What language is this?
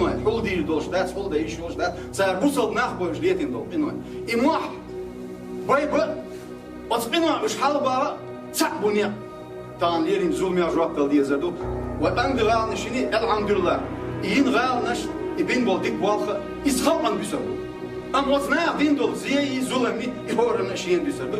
Chechen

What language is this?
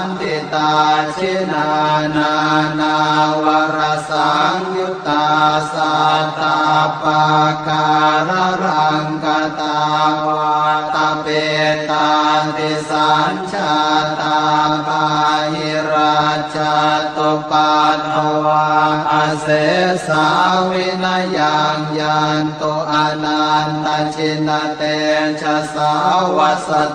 Pali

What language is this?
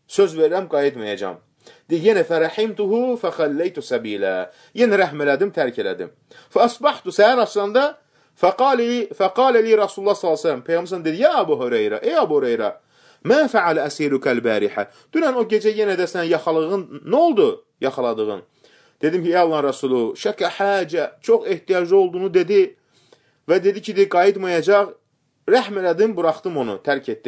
Azerbaijani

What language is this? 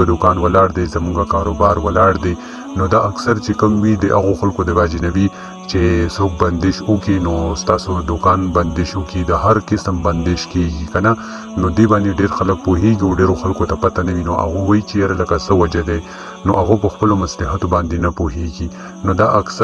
Pashto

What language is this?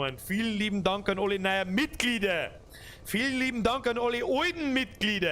Bavarian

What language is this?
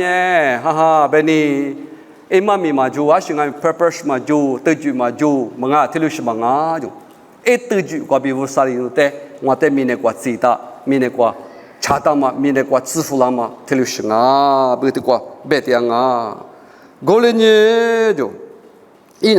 Lisu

